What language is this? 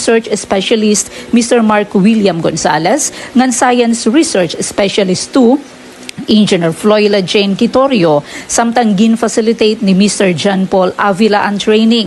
Waray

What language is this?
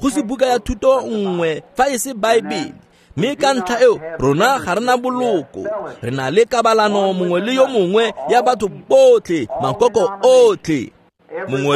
Tswana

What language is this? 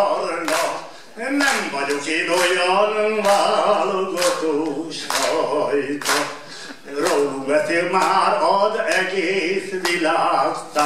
Hungarian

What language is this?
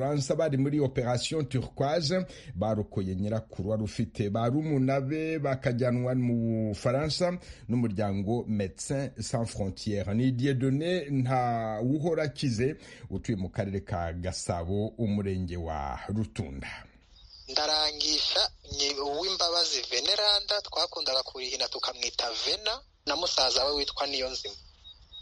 Kinyarwanda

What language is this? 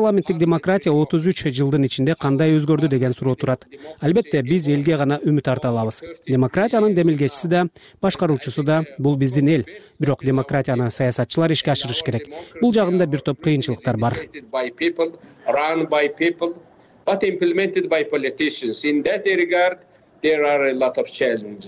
Kyrgyz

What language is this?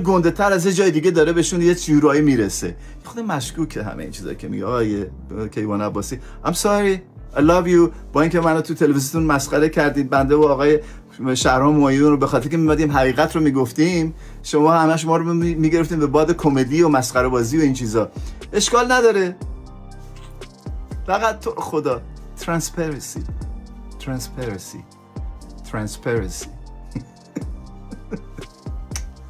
Persian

